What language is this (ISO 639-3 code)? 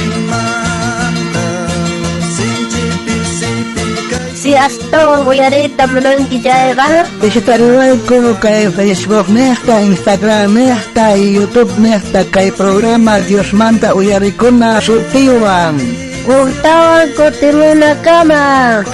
quh